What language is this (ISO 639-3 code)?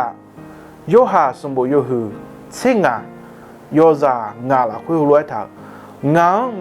ahk